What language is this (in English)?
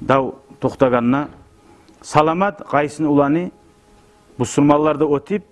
Kumyk